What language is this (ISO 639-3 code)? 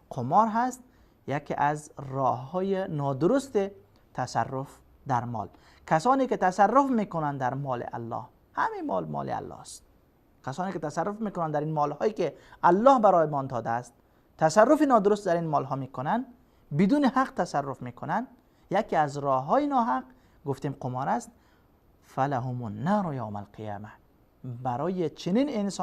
fas